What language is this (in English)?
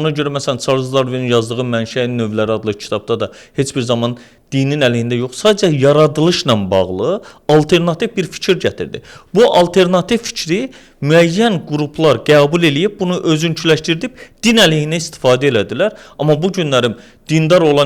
Azerbaijani